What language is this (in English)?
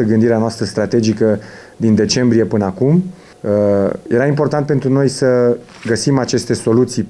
Romanian